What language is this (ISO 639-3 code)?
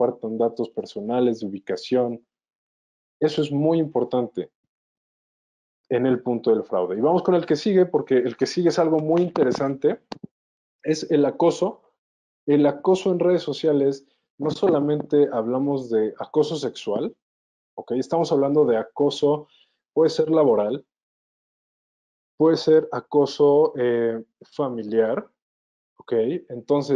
spa